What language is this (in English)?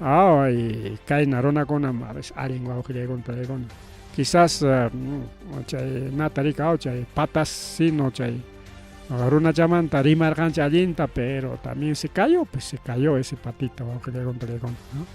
Ayacucho Quechua